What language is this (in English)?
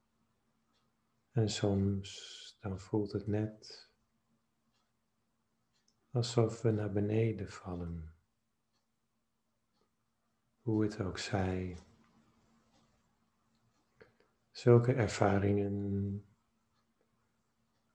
Dutch